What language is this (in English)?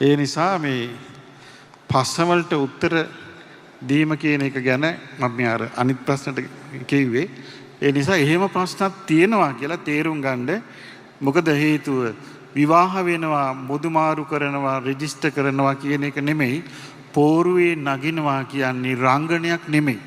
Sinhala